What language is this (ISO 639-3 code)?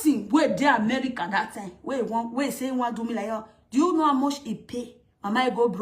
pcm